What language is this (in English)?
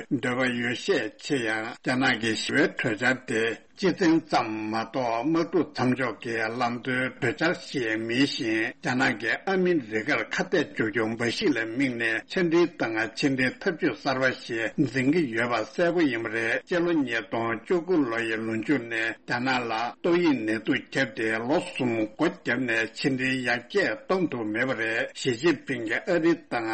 Tibetan